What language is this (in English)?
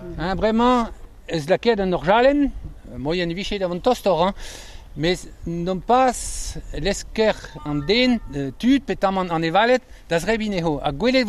Breton